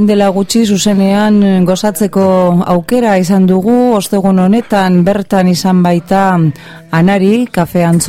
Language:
Basque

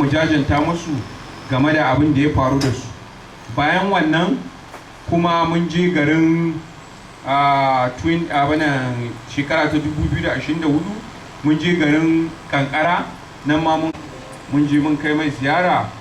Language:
Hausa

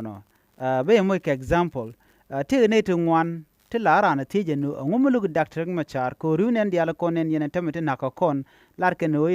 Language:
Nuer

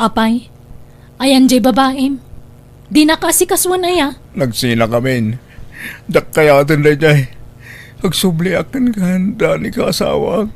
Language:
Iloko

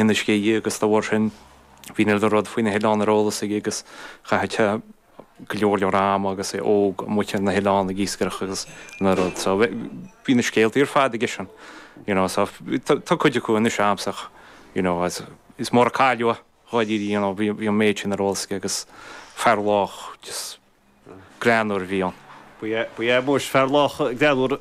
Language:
Irish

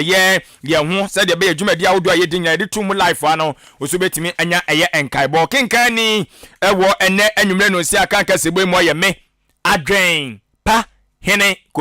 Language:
Akan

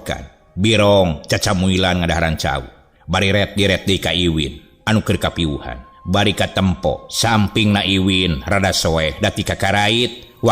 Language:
Sundanese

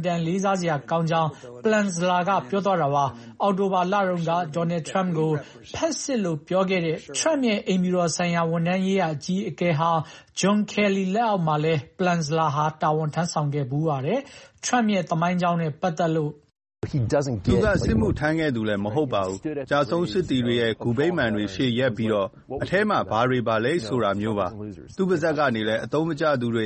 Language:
Burmese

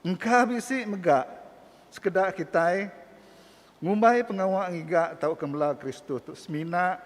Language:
Iban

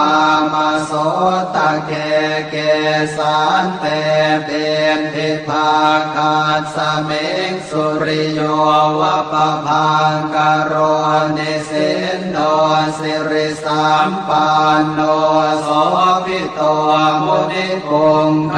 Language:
Pali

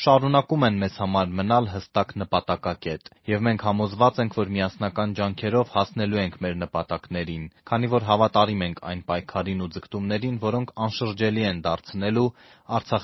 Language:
Armenian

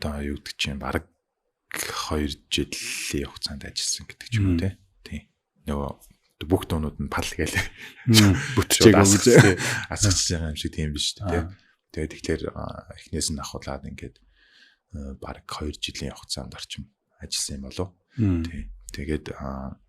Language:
Mongolian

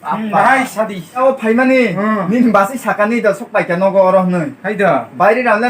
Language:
Kok Borok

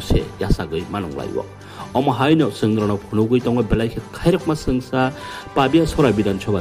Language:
Kok Borok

